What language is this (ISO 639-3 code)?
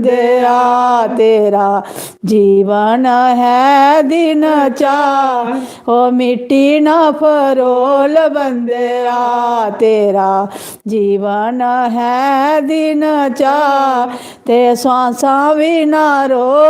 doi